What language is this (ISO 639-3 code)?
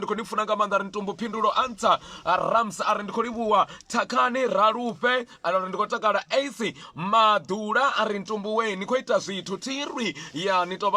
ven